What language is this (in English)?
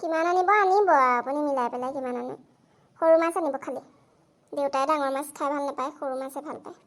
Assamese